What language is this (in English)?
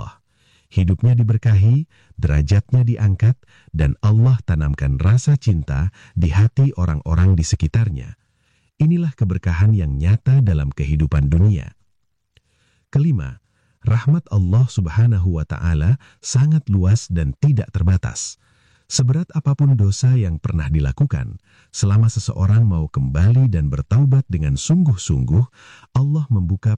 Indonesian